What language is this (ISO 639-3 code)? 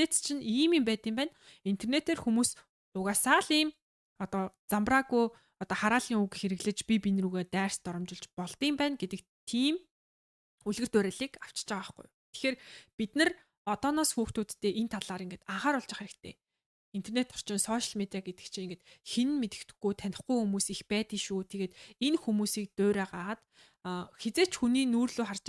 mon